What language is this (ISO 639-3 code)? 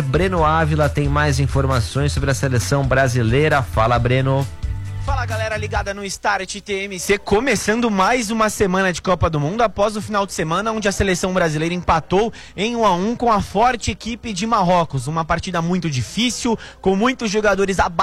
por